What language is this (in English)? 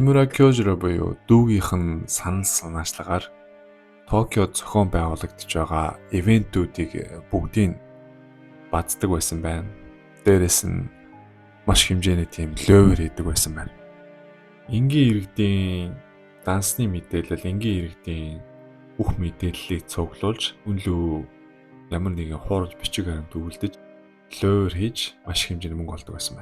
Mongolian